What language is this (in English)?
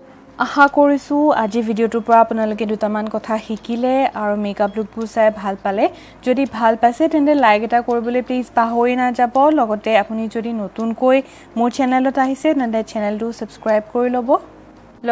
Assamese